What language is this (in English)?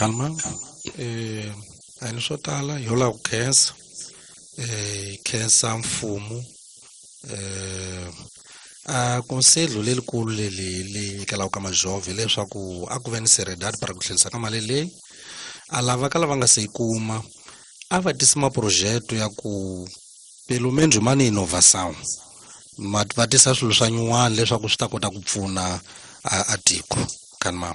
Tsonga